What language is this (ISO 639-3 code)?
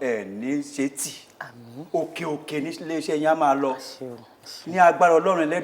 yor